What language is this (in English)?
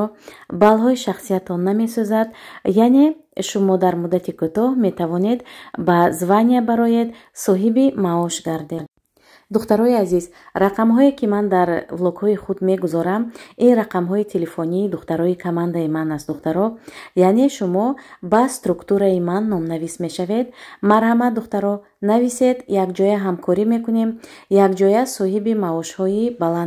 Tajik